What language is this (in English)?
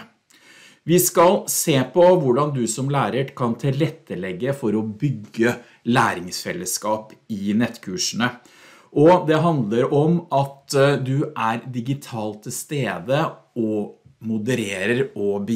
Norwegian